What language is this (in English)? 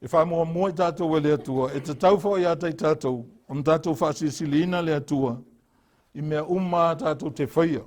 Samoan